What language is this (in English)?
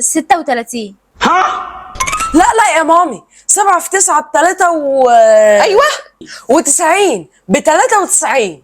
Egyptian Arabic